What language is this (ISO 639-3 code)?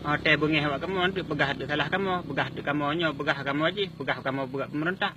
ace